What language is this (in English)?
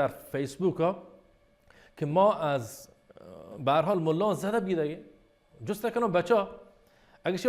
Baluchi